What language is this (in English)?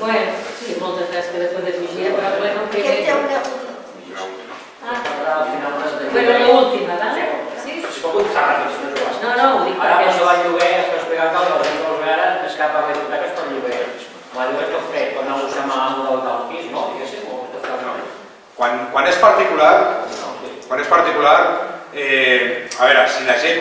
Catalan